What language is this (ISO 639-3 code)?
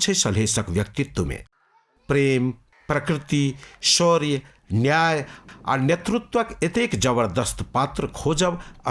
mai